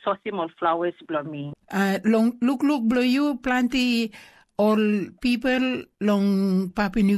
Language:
Tok Pisin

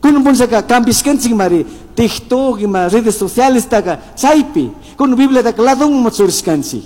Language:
Chimborazo Highland Quichua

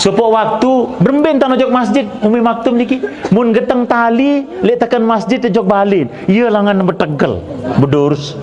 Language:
Sasak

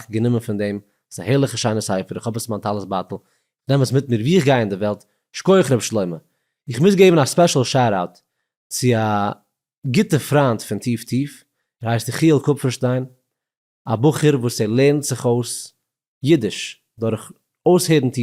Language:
Yiddish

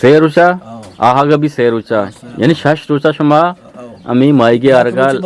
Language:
Eastern Balochi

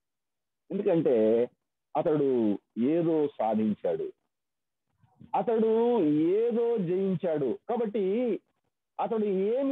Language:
Telugu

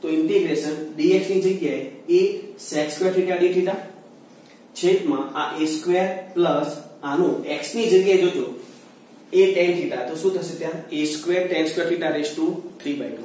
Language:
Gujarati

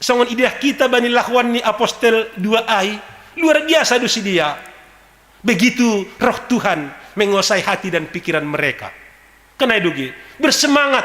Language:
Batak Simalungun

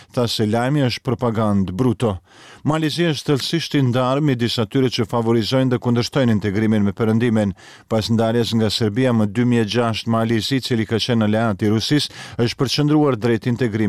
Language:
Albanian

